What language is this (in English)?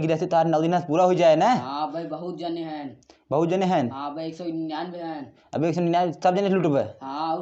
Awadhi